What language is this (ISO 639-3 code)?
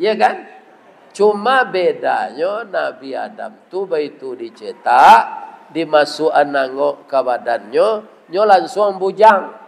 min